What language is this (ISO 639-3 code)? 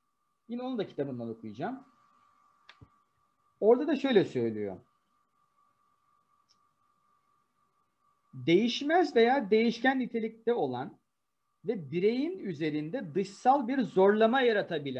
tur